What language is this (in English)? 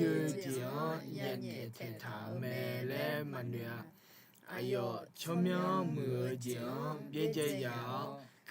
Akha